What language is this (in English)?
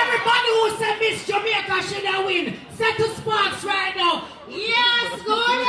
Jamaican Creole English